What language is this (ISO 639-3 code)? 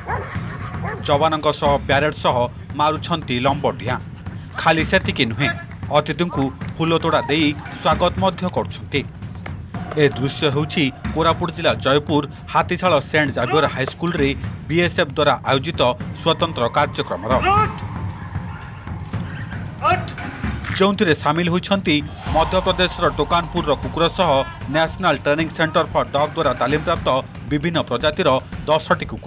ori